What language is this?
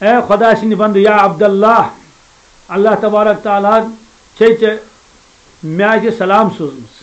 Kashmiri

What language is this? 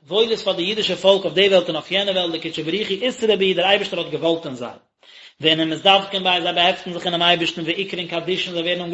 Yiddish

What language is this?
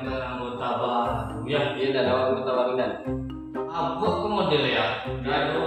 Minangkabau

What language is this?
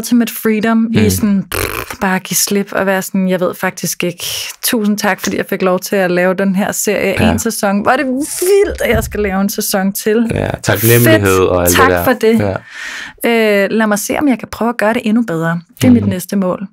Danish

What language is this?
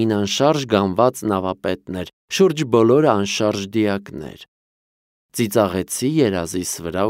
Armenian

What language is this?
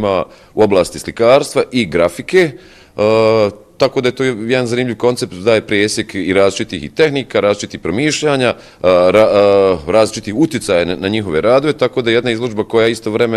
Bosnian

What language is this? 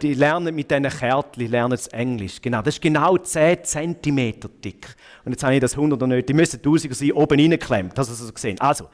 Swiss German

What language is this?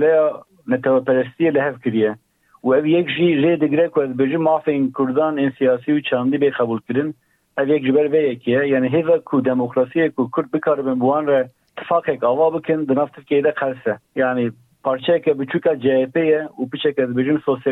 Kurdish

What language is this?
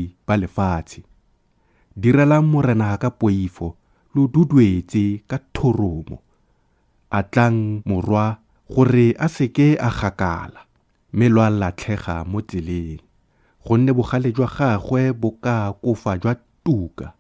Tswana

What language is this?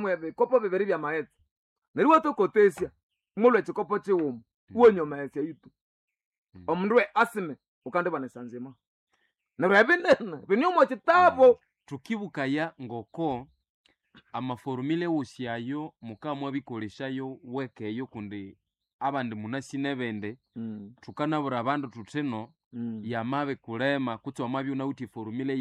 Nande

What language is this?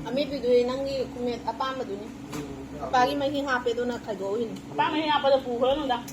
Manipuri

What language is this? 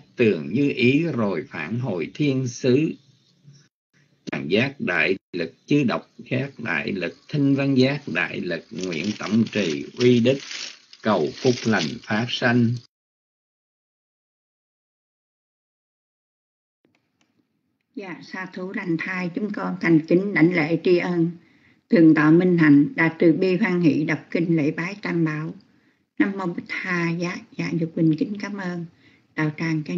Vietnamese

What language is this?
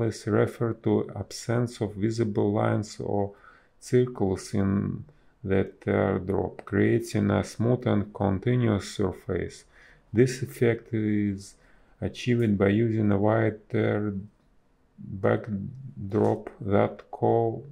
English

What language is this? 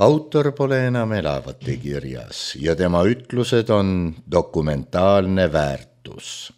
Estonian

